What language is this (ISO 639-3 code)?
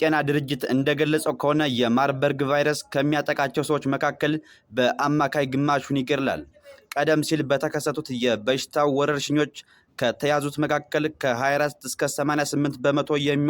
amh